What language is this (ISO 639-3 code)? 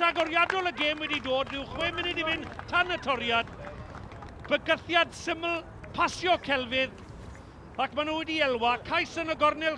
cym